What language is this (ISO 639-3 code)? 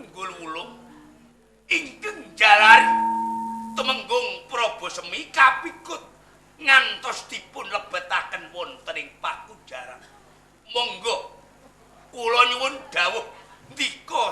jav